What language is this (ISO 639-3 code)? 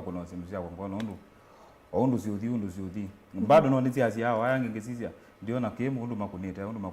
kam